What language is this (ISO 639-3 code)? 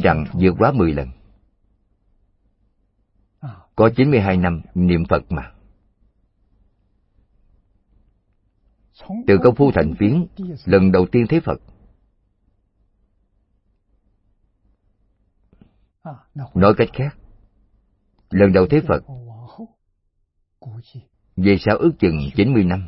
vie